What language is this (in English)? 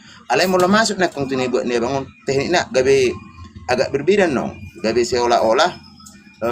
Batak Toba